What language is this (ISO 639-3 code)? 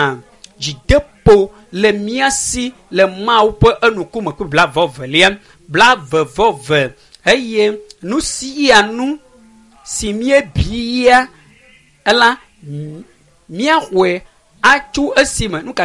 ewe